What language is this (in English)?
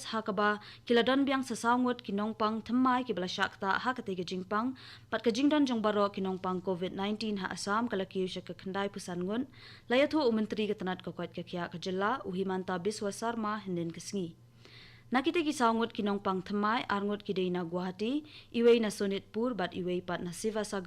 Khasi